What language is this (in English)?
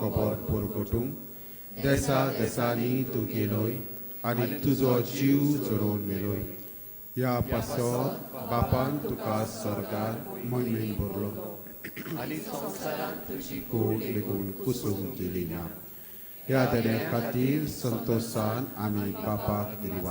Konkani